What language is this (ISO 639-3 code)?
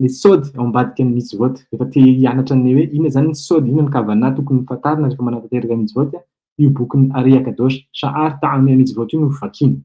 mlg